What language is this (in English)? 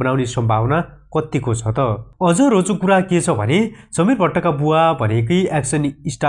Nepali